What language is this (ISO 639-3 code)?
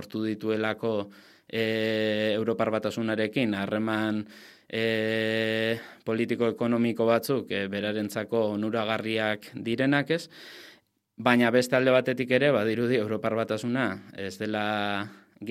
eus